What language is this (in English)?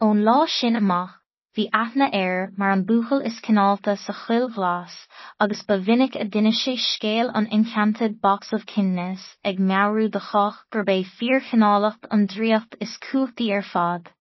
Irish